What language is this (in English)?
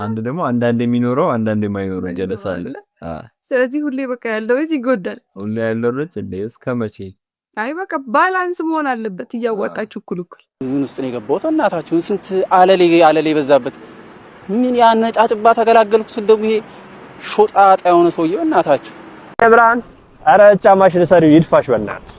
Amharic